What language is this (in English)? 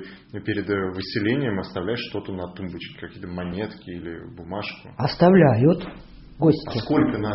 Russian